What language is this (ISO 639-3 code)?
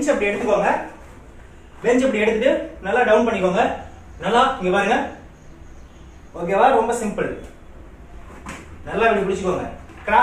tam